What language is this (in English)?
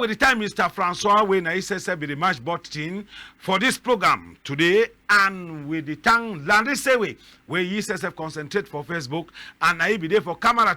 Cameroon Pidgin